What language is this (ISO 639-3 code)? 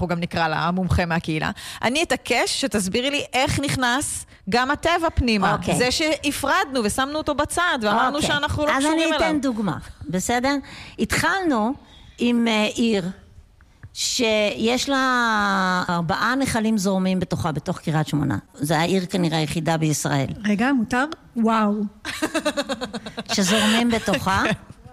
heb